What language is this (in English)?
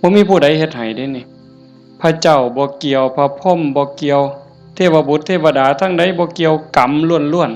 Northeastern Thai